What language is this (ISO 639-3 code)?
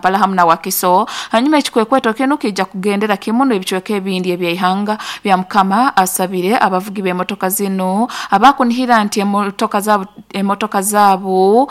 nyo